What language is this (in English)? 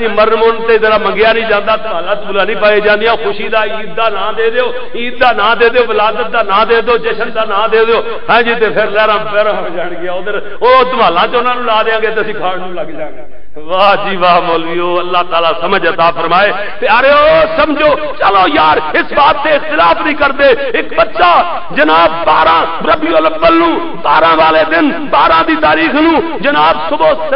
Western Panjabi